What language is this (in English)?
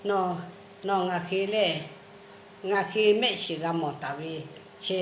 Lahu